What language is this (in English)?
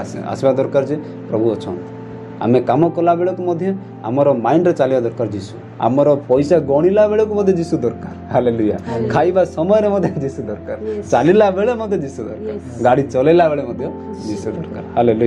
Odia